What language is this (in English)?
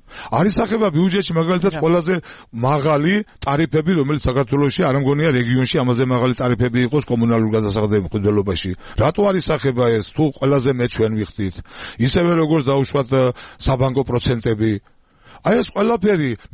Georgian